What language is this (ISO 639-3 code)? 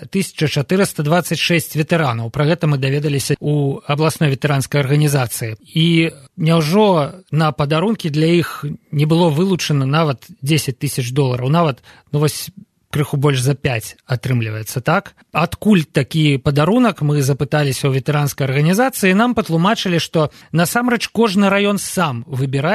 bel